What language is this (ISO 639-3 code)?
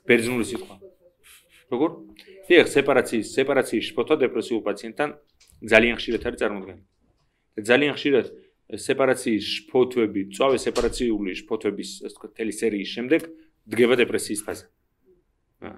kat